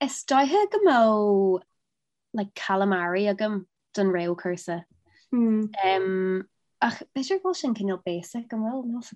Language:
Irish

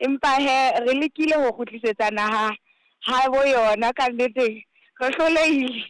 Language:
Southern Sotho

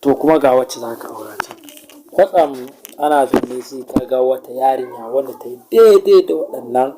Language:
Hausa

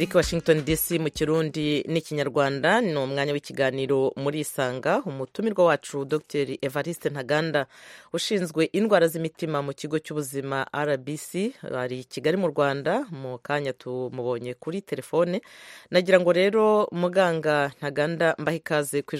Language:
Kinyarwanda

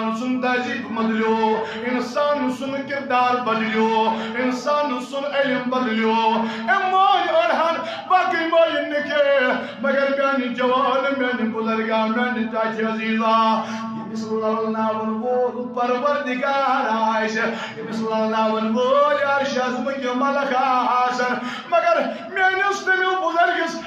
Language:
Kashmiri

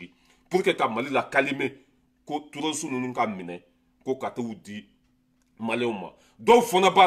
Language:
Bambara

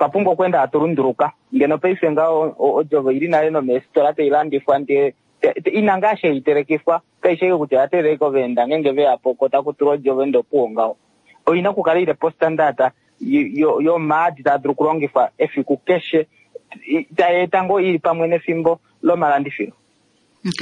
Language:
Kuanyama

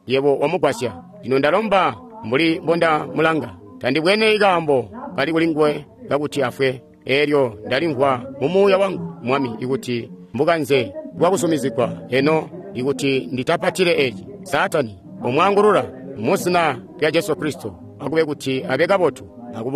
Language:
Tonga (Zambia)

